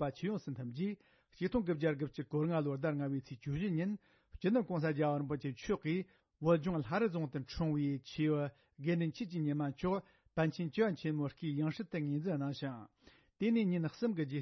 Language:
Tibetan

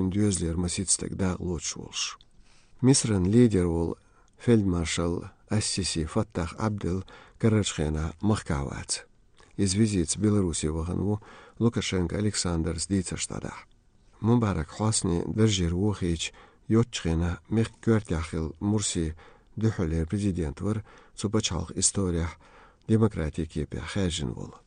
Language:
Chechen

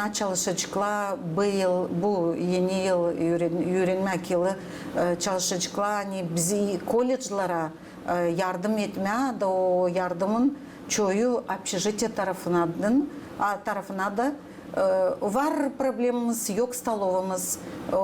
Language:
Gagauz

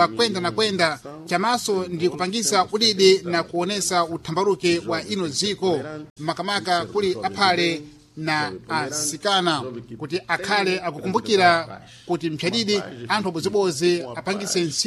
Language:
Sena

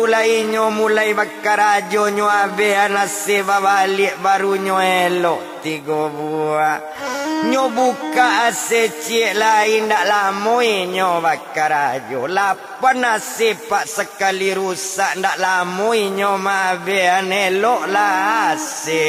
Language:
Minangkabau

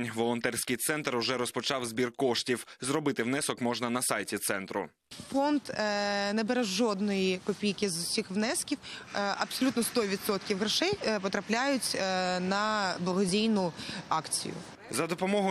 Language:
Ukrainian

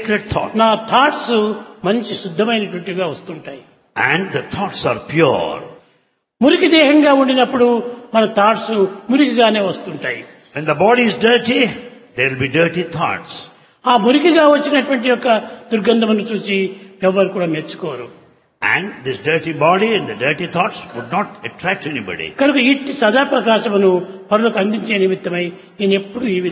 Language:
Telugu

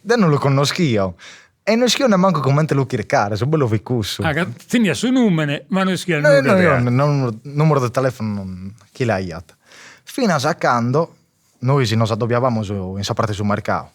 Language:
Sardinian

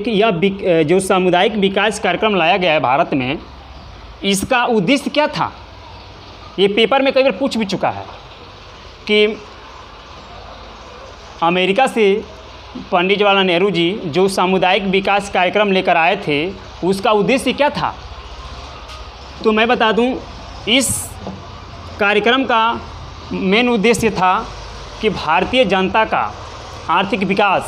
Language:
Hindi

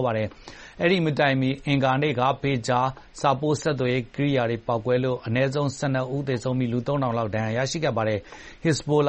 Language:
Burmese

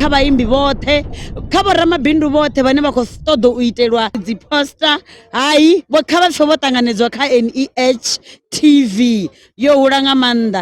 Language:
Venda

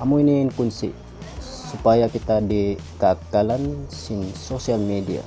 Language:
Tausug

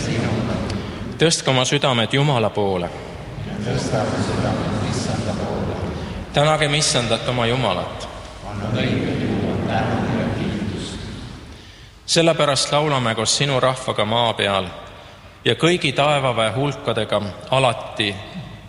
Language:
Estonian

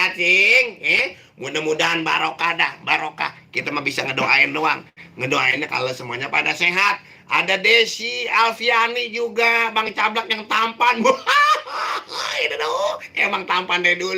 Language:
Betawi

